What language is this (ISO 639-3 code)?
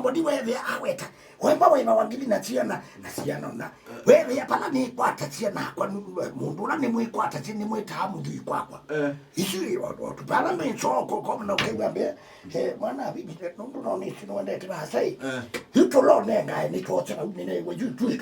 kam